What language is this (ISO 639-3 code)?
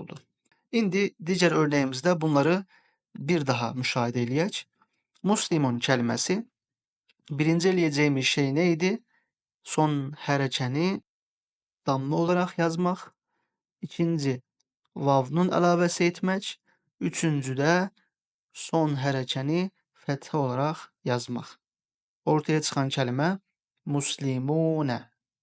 aze